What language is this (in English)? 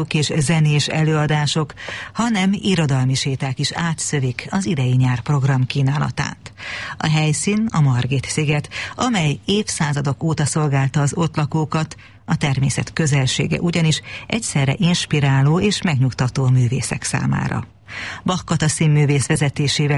Hungarian